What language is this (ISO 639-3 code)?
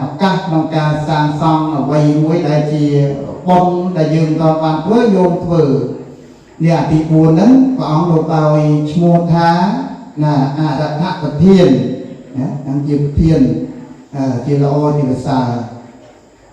khm